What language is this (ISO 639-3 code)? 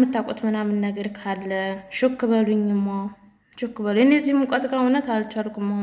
amh